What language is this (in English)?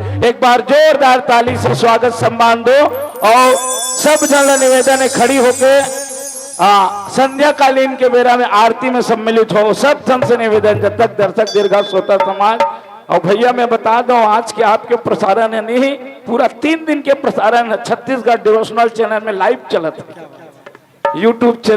Chhattisgarhi